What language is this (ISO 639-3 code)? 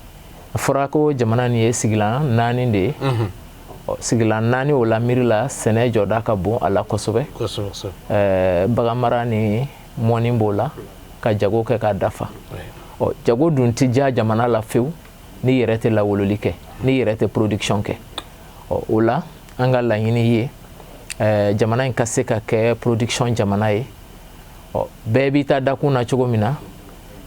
bam